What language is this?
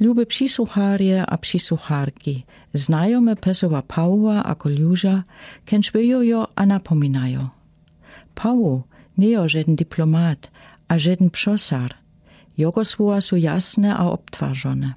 Lower Sorbian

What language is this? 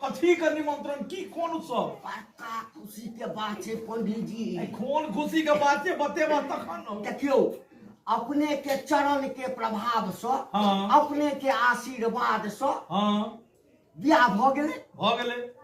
Maithili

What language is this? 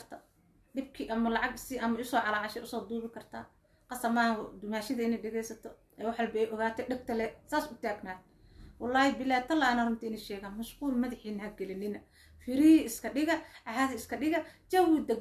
Somali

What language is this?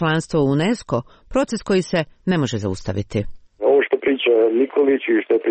Serbian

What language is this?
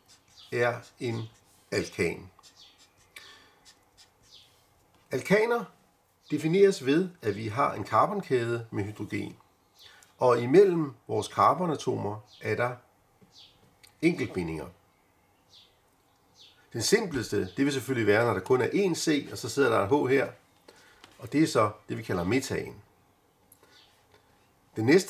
Danish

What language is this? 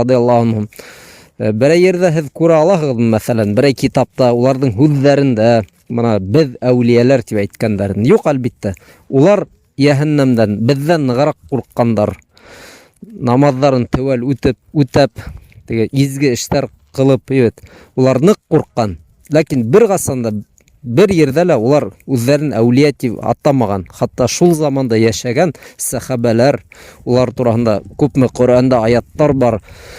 Bashkir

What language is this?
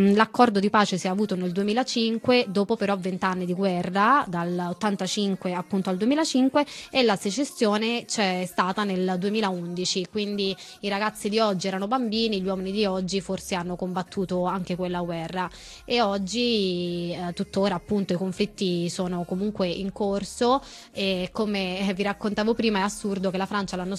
Italian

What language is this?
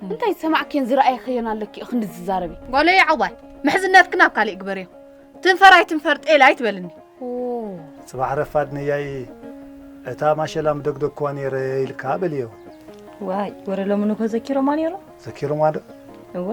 Tigrinya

